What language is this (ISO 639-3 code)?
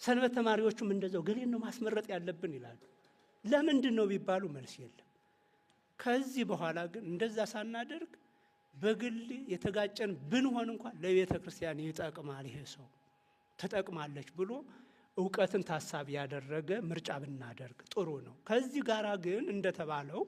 amh